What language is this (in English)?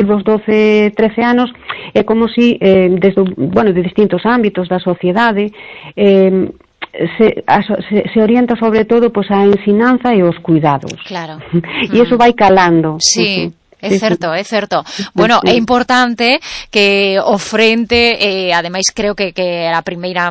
Galician